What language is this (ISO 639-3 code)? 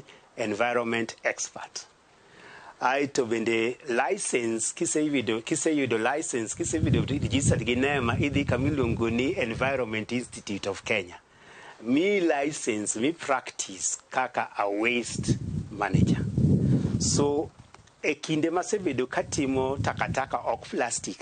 luo